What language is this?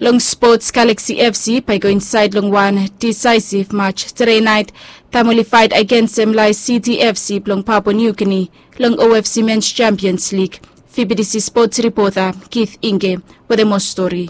Bislama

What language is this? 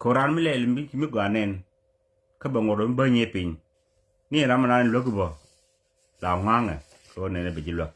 Nuer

